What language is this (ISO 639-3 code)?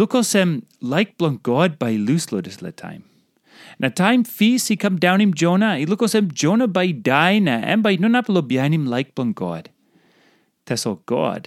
tpi